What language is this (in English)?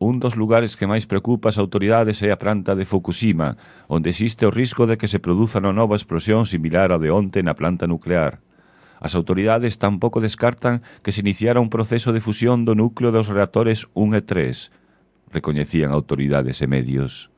Galician